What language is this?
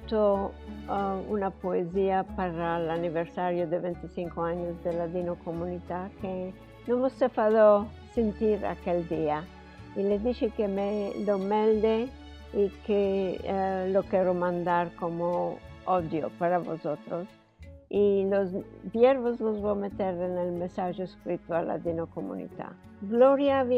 Ladino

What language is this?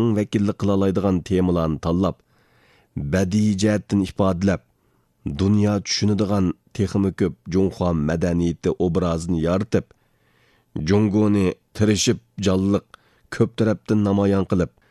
Uyghur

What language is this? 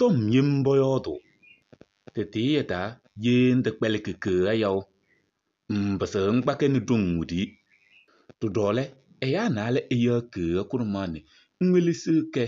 Kabiyè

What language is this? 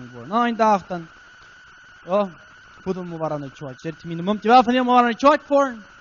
Plautdietsch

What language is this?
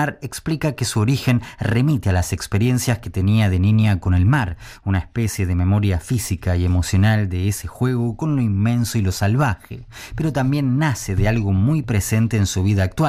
Spanish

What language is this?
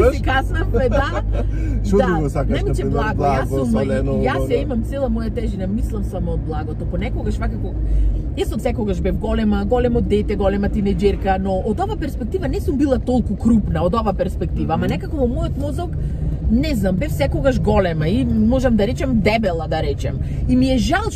Macedonian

